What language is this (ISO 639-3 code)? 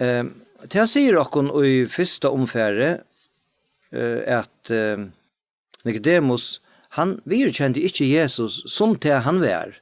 fao